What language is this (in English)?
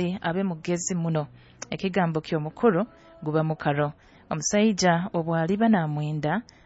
Nyoro